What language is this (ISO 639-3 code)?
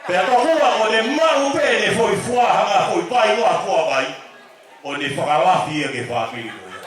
ton